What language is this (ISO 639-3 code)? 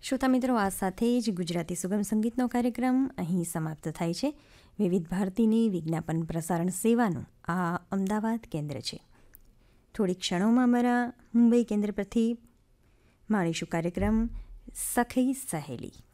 guj